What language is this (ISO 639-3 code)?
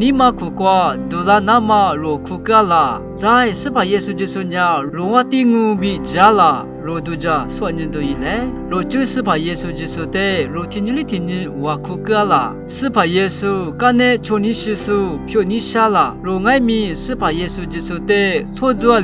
lis